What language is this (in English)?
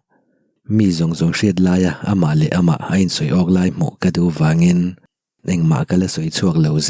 Mizo